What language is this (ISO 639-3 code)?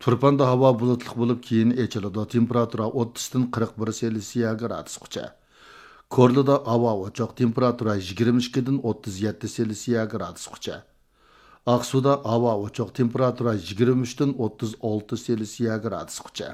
uig